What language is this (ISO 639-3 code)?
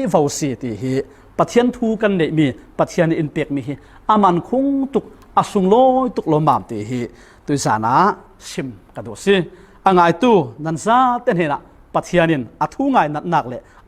cfm